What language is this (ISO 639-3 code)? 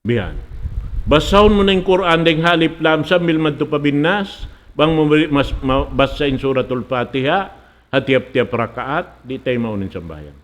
tsg